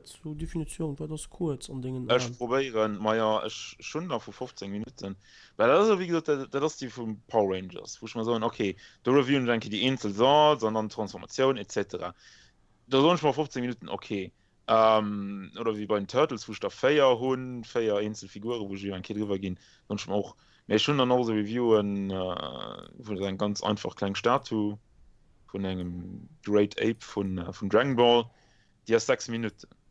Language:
Luxembourgish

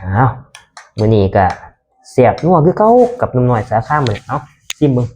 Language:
Northeastern Thai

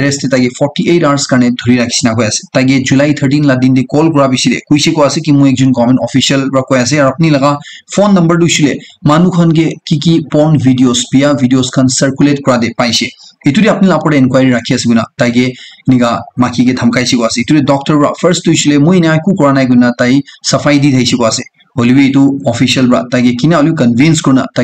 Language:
Naga Pidgin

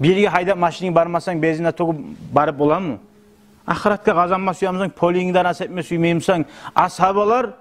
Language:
Kumyk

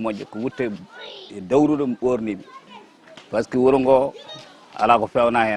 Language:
Fula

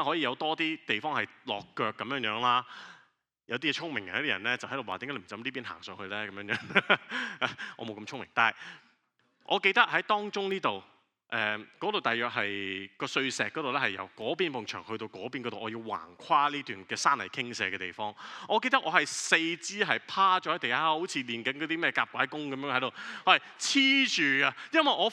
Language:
Cantonese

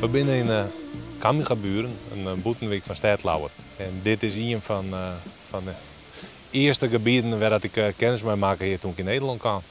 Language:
Western Frisian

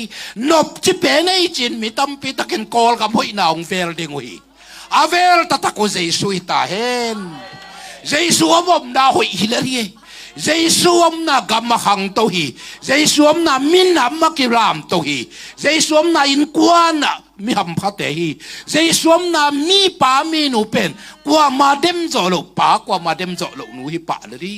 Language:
Tedim Chin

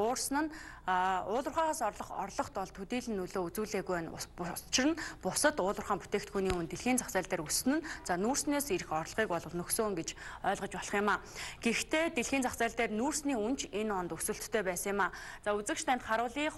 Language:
Mongolian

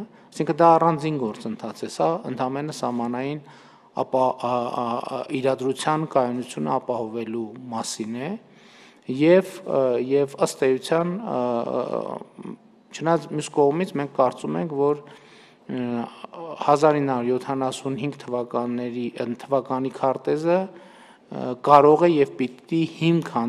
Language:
Armenian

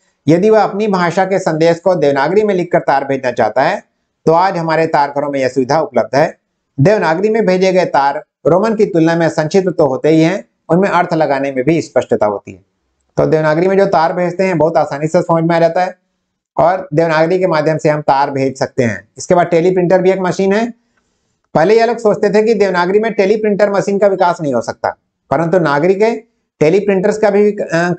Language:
Hindi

